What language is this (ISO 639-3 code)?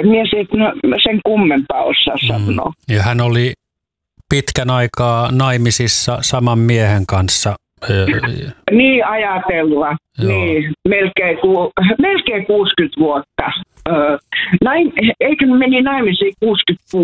fin